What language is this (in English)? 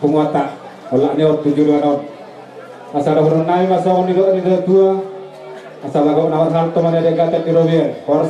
Batak Toba